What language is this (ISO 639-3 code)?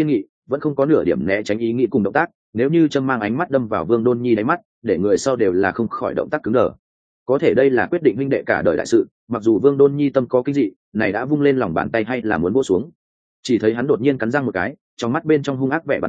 vie